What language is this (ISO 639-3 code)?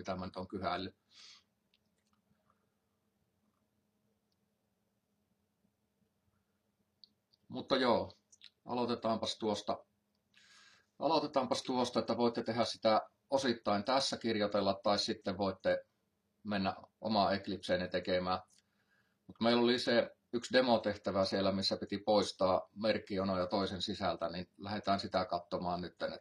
fin